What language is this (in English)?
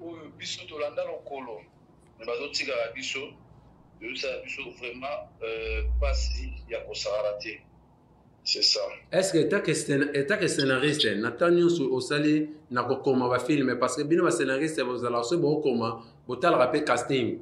Lingala